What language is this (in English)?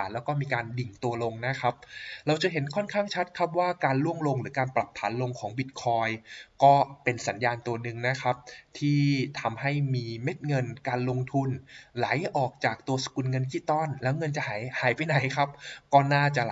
Thai